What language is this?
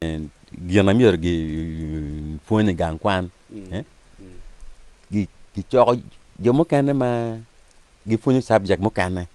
Acoli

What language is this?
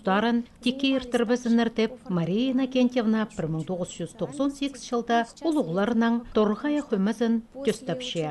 Khakas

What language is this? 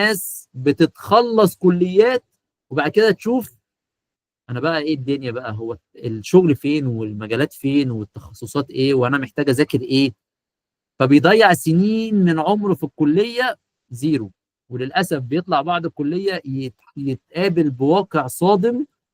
Egyptian Arabic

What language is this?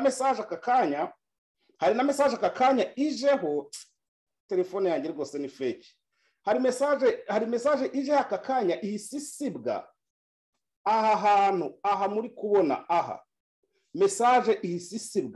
Kinyarwanda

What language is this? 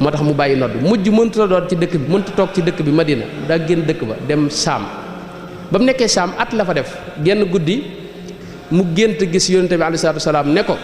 Wolof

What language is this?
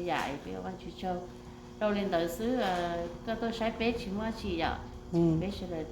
Hmong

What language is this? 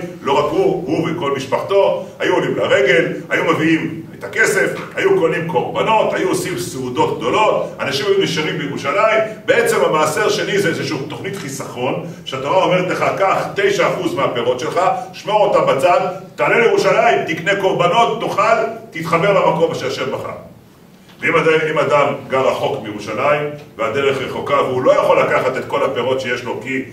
Hebrew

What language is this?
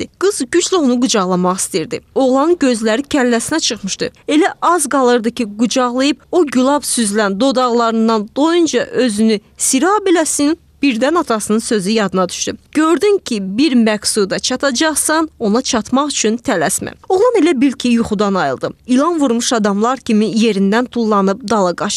Azerbaijani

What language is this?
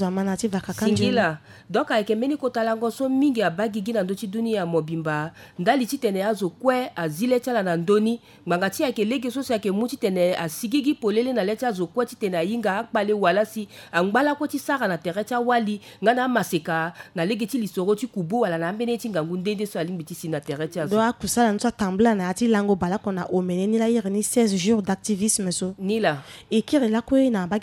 Sango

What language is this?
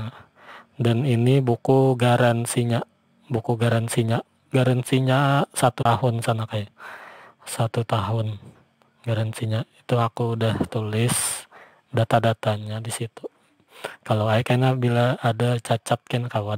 Banjar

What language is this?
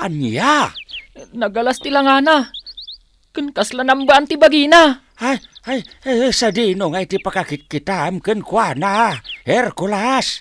Iloko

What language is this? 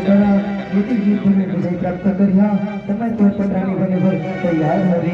Chhattisgarhi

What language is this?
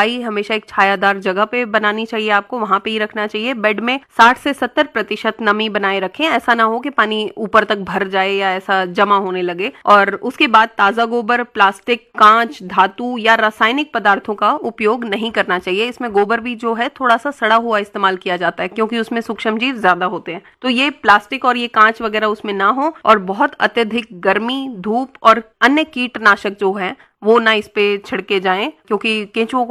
Hindi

